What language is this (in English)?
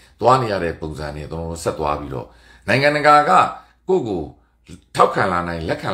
Burmese